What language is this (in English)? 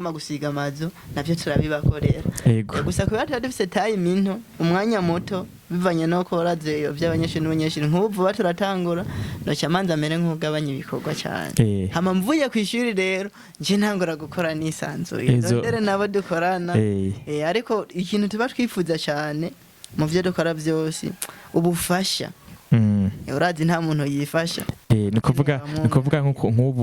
Rundi